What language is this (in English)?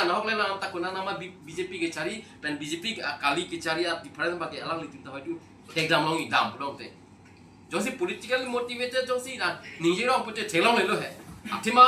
Karbi